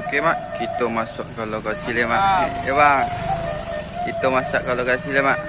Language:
Minangkabau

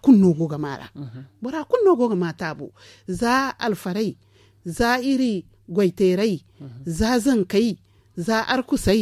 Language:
Zarma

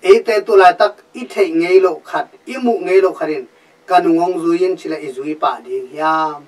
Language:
Tedim Chin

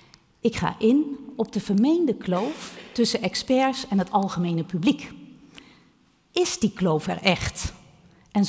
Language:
Dutch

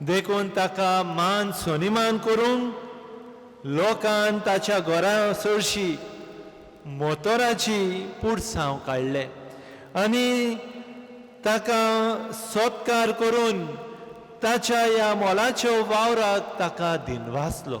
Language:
Konkani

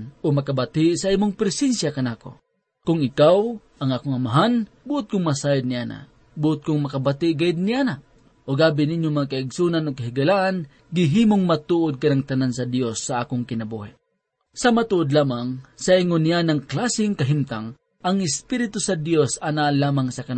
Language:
Cebuano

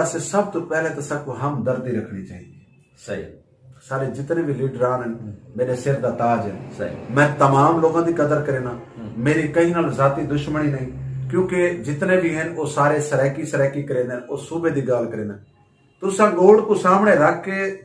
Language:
Saraiki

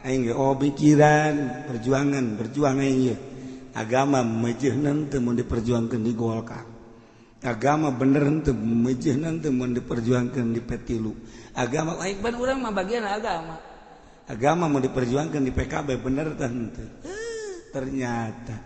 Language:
Sundanese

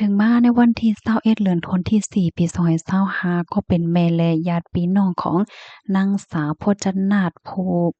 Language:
Shan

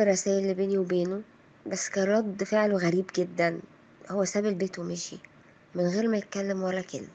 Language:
Egyptian Arabic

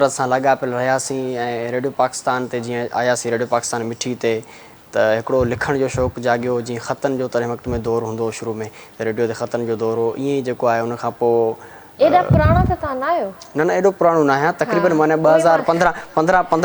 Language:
Sindhi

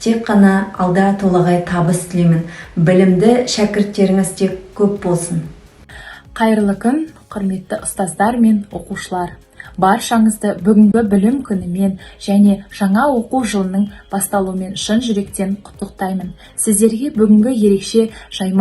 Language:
Kazakh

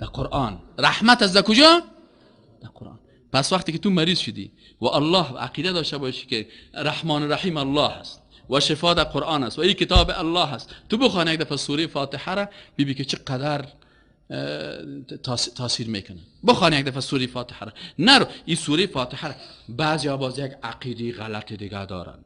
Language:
Persian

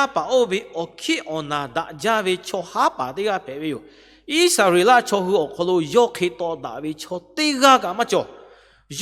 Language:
Lahu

